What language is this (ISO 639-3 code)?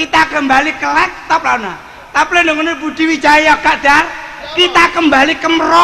jav